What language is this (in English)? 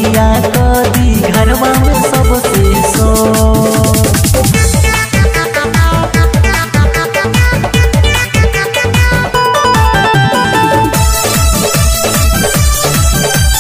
Bhojpuri